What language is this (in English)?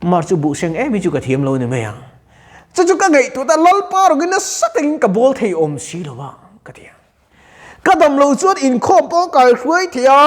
Mizo